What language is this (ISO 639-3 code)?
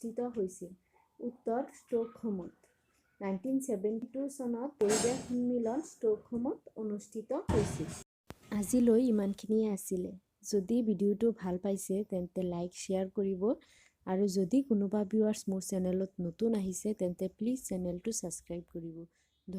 asm